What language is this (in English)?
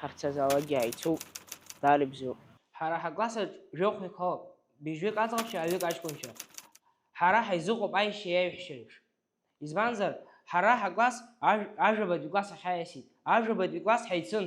Abkhazian